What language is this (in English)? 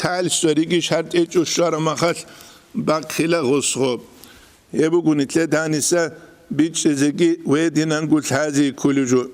Avaric